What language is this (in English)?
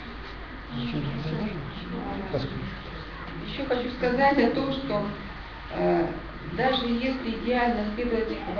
Russian